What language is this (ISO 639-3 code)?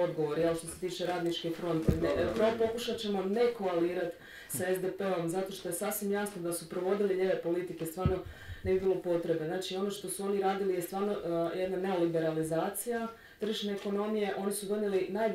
hrv